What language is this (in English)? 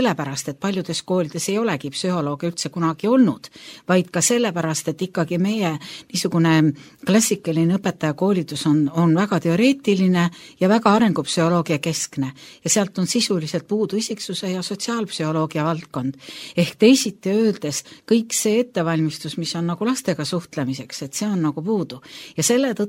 Estonian